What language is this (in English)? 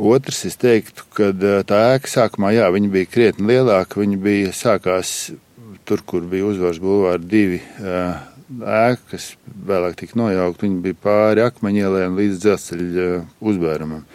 Latvian